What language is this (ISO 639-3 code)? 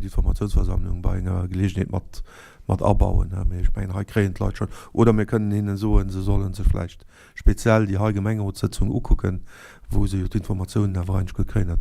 ltz